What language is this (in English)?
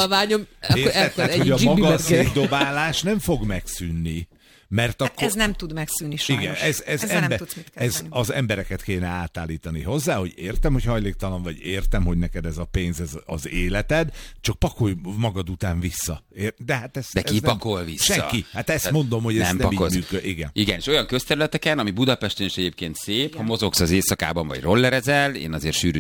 Hungarian